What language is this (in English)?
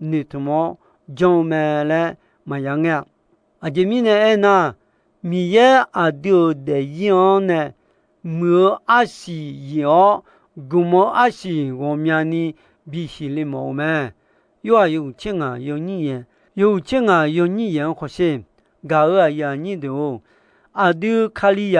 Akha